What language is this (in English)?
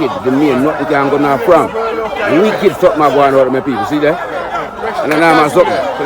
Jamaican Creole English